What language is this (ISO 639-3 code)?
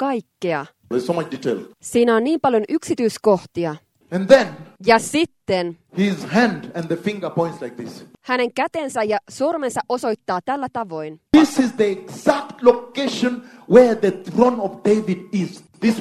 fin